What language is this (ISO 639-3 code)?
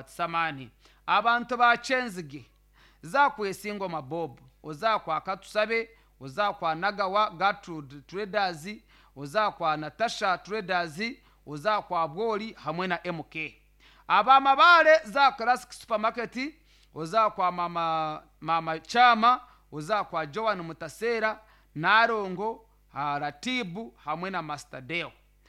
nyn